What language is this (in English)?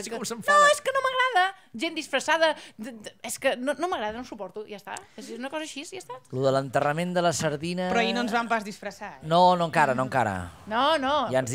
Catalan